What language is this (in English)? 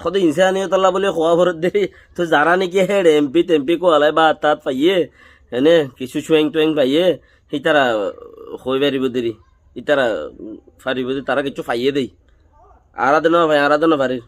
Rohingya